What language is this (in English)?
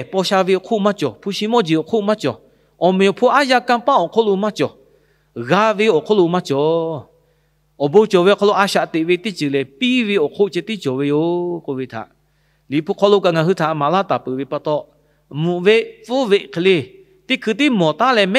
Lahu